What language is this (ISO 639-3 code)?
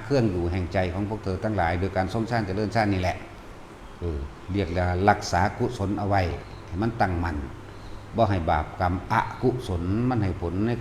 tts